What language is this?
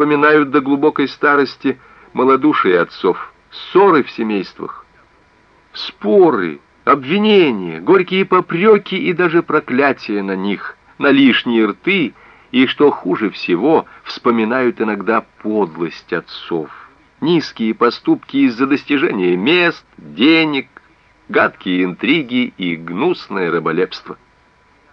Russian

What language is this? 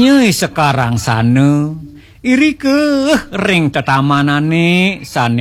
Balinese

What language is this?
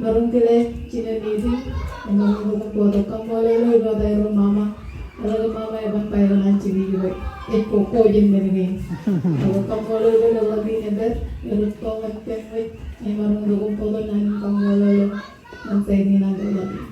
Marshallese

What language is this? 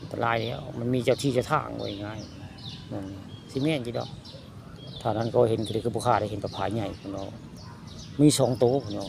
Northeastern Thai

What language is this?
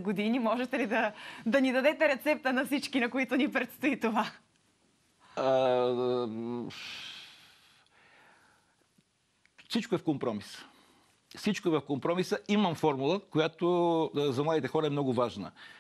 Bulgarian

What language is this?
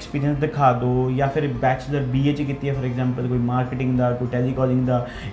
Punjabi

